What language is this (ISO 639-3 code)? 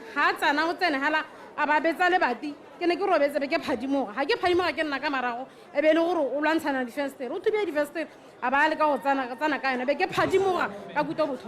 tsn